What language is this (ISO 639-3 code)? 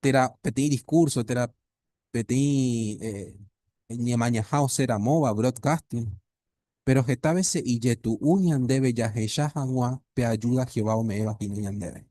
grn